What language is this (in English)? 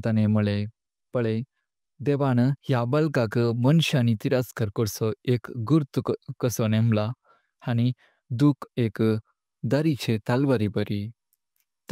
Konkani